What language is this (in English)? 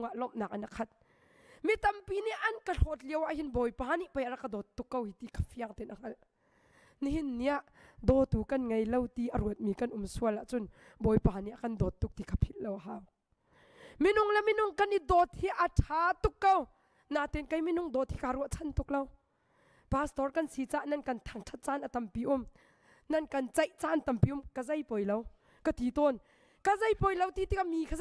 Hakha Chin